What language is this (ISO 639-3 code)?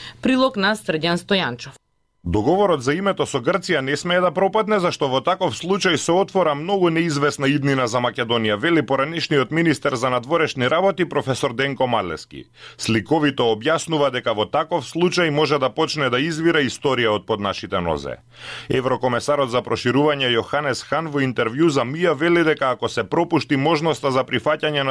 mkd